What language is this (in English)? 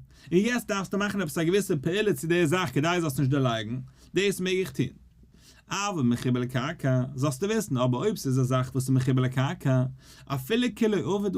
Yiddish